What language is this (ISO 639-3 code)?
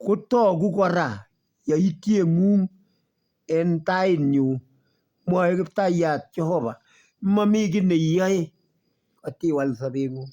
kln